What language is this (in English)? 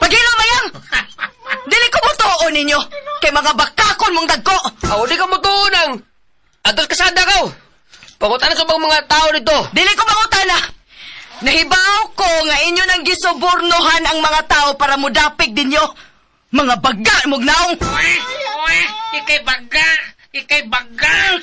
Cebuano